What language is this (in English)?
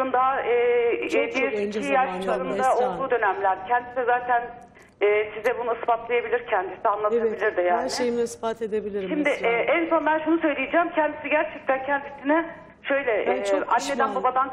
Turkish